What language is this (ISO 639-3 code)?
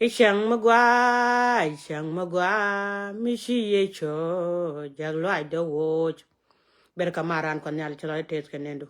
nus